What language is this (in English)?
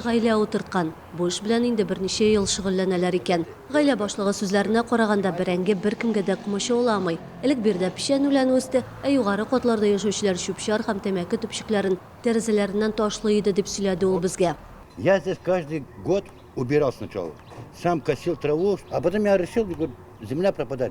Tatar